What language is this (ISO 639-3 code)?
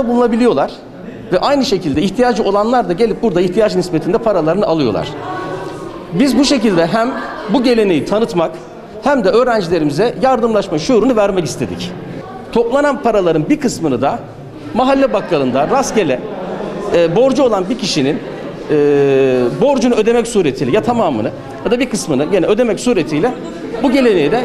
tur